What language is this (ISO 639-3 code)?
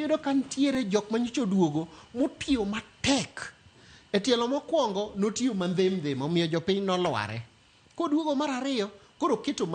luo